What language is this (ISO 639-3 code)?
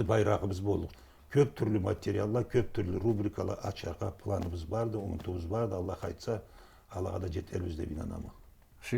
krc